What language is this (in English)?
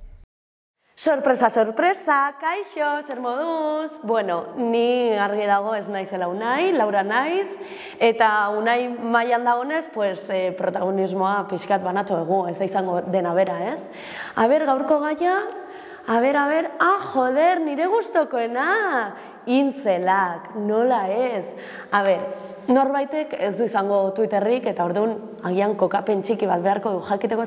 Basque